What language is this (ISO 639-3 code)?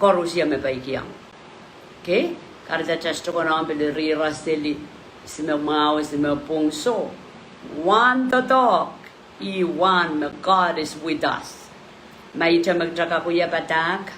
pon